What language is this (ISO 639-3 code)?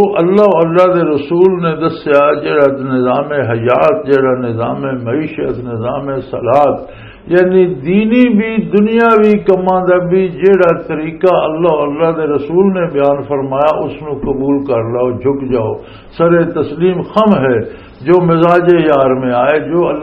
lah